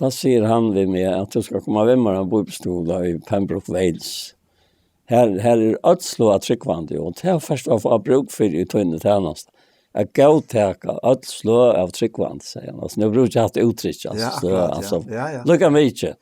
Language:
Faroese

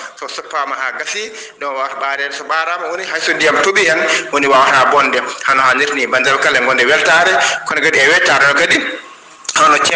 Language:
Fula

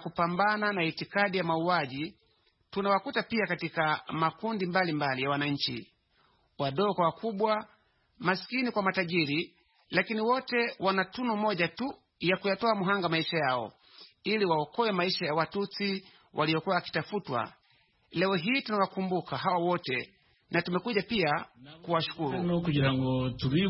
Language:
Swahili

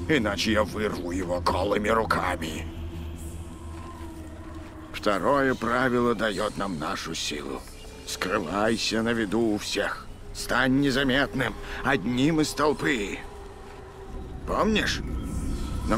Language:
Russian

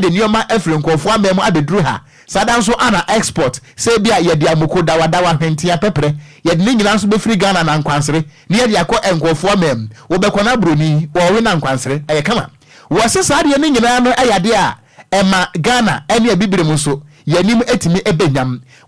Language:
Akan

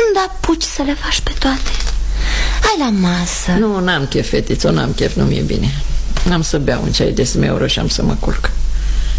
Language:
Romanian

